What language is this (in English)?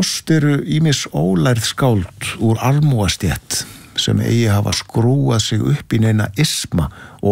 Icelandic